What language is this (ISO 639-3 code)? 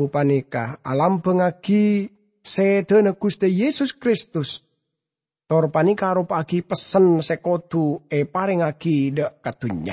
mad